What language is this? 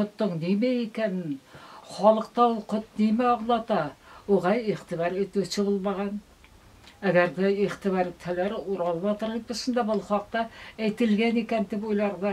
Bashkir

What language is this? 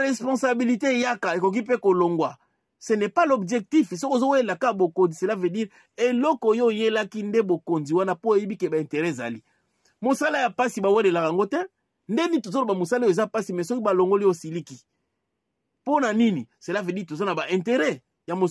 Lingala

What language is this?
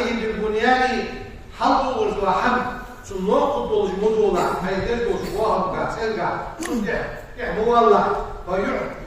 Ingush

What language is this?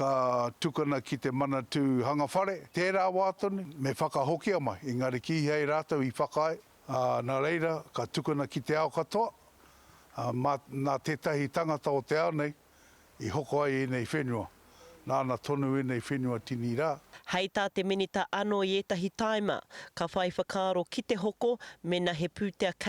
Māori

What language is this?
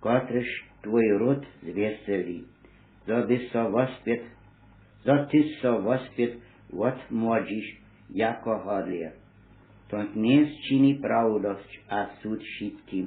Upper Sorbian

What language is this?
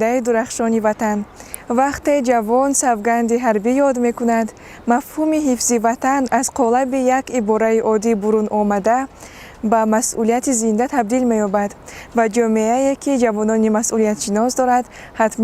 Tajik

